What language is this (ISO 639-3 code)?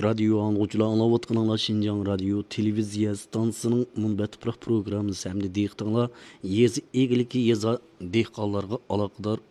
uig